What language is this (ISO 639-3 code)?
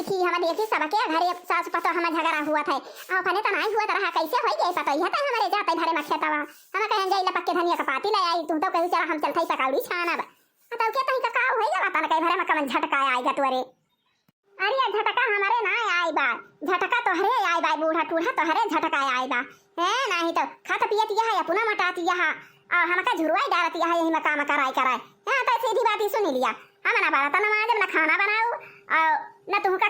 awa